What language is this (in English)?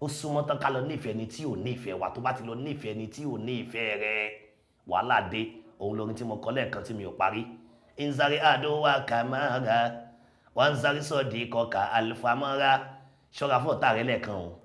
Yoruba